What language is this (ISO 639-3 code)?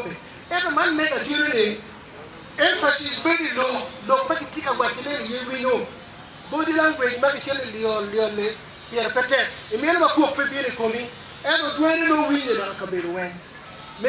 ach